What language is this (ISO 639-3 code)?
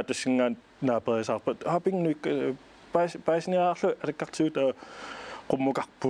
kal